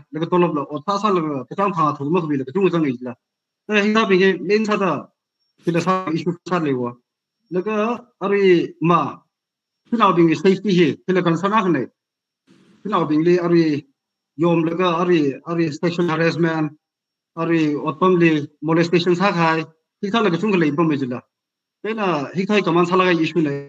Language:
Tangkhul Naga (India)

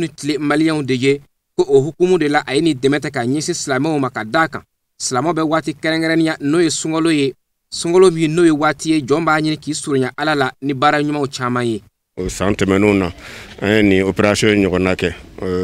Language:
Bambara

